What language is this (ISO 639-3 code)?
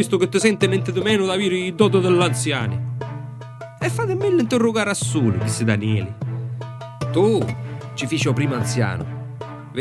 scn